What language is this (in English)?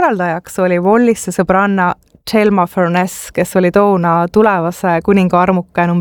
Estonian